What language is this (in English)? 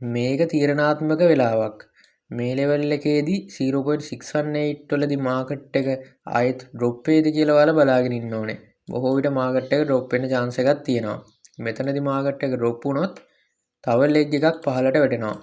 Sinhala